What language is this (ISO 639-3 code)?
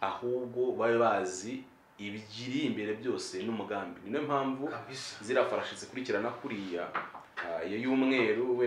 kin